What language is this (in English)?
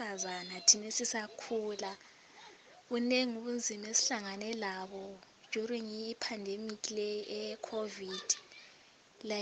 North Ndebele